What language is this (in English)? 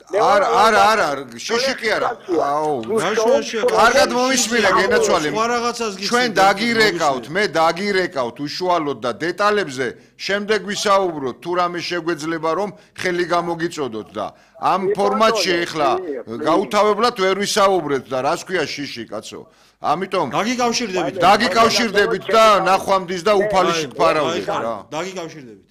Georgian